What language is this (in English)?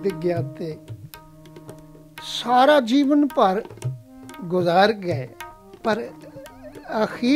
Punjabi